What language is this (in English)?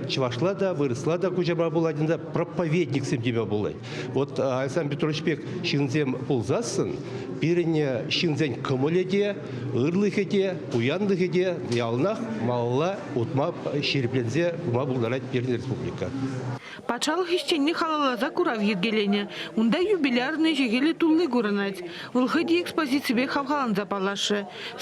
Chuvash